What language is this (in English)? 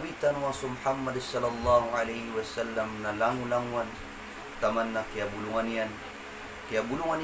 Maranao